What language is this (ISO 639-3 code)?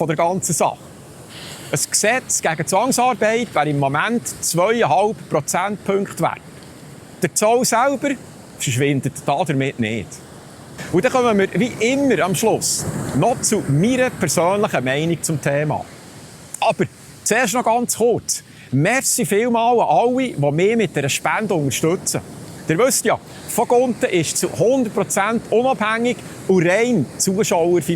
gsw